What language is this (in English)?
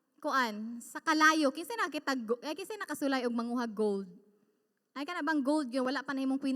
Cebuano